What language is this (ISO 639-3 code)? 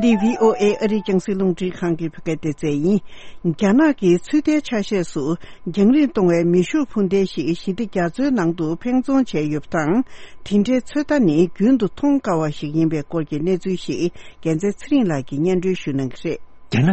bod